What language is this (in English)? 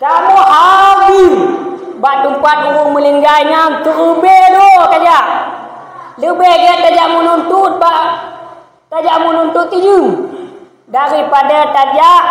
Achinese